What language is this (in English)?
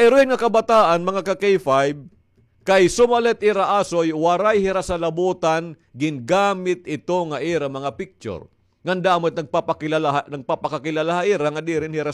Waray